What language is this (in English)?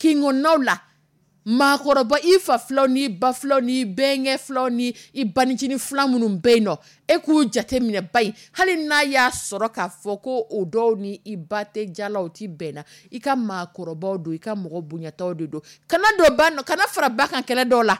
Dyula